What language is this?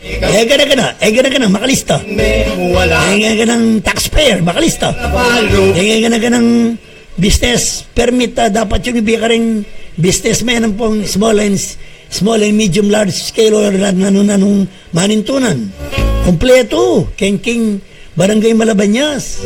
Pampanga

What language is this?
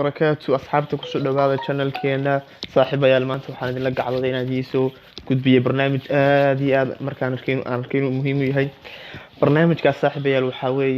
Somali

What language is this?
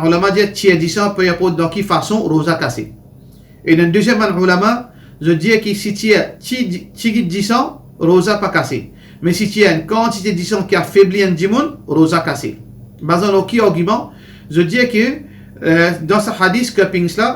Morisyen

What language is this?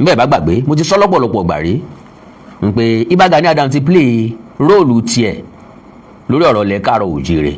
Yoruba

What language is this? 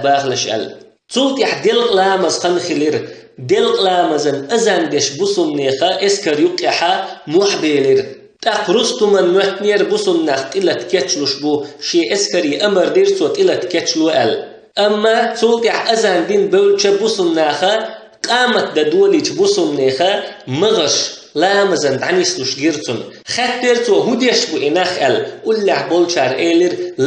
Chechen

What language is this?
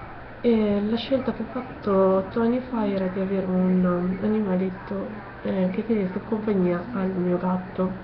Italian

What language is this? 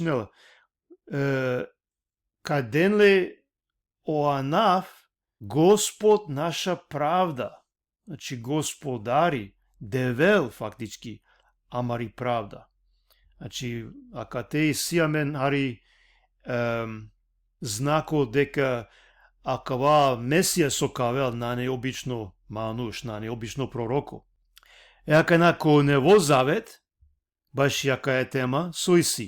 Balkan Romani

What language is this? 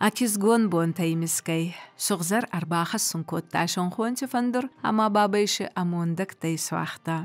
Ossetic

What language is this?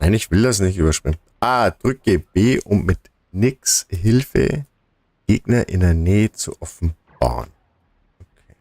Bavarian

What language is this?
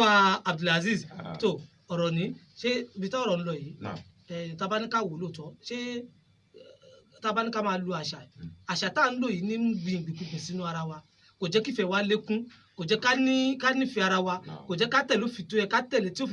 Yoruba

